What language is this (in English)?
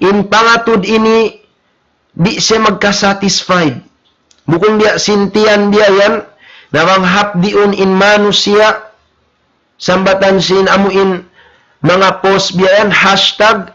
Tausug